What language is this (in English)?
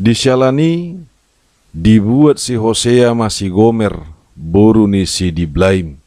Batak Toba